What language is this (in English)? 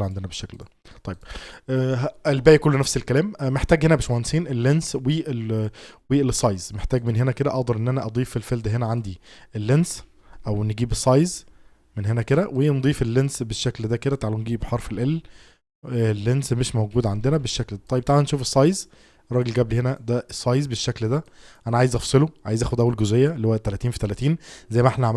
Egyptian Arabic